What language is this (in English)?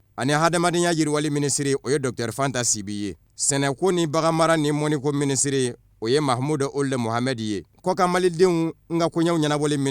Bambara